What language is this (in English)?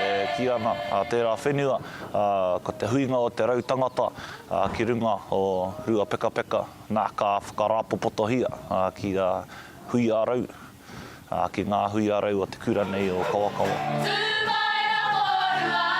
Māori